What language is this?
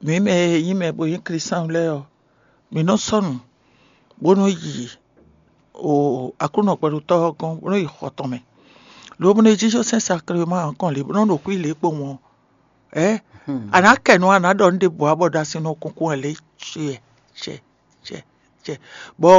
Fon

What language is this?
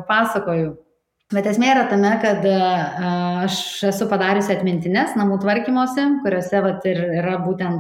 Lithuanian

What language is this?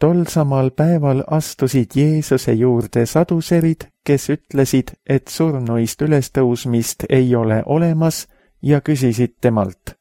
Estonian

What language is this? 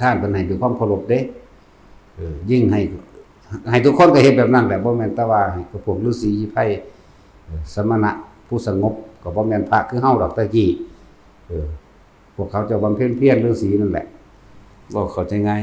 Northeastern Thai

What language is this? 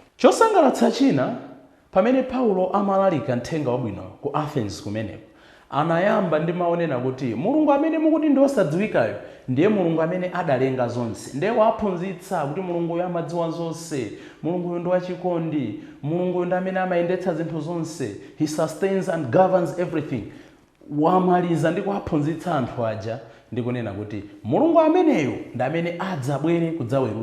Nyanja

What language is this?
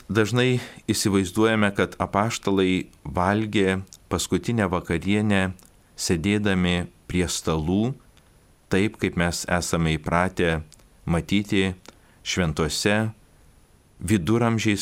Lithuanian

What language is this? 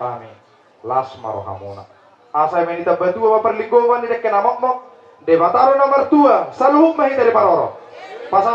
Batak Toba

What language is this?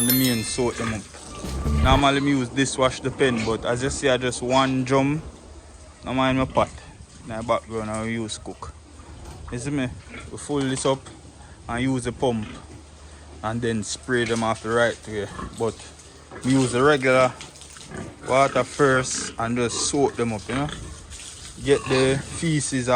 Jamaican Creole English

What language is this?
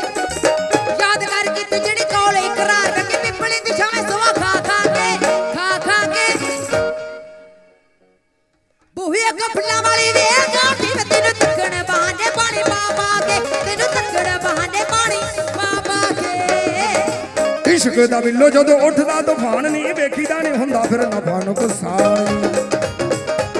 Punjabi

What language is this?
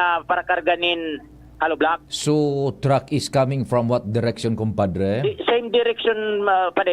Bikol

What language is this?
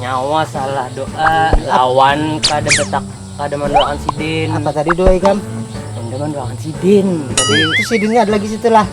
Banjar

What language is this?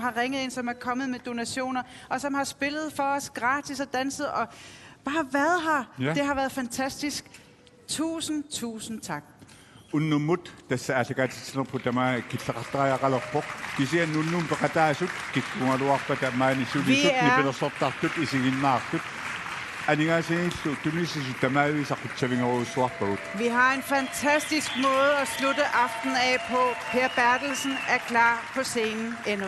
Kalaallisut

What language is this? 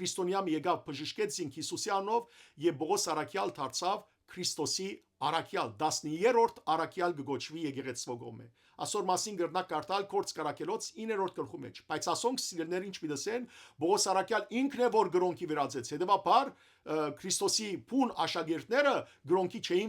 Western Armenian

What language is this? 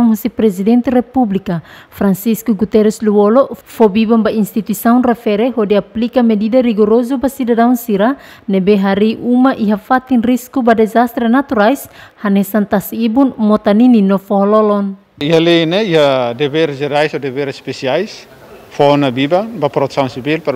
Tetum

